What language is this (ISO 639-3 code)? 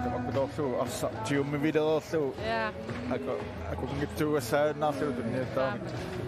kal